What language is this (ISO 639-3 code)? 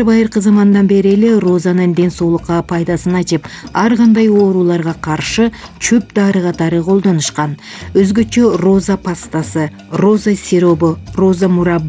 kir